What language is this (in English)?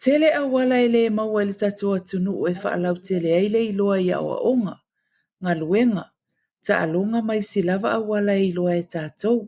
Samoan